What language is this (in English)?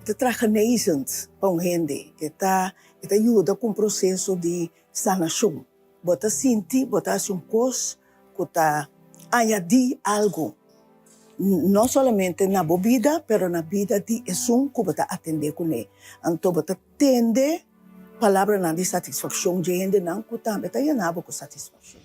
Papiamento